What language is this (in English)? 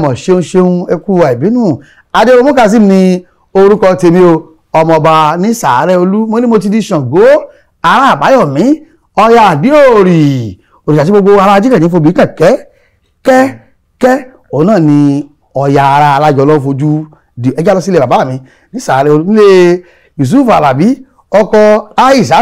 Yoruba